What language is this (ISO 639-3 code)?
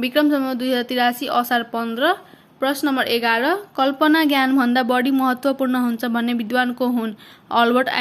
nep